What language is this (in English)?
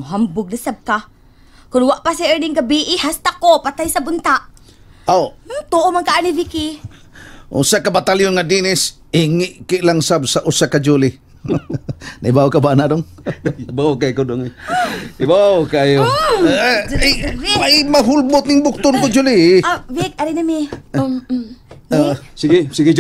Cebuano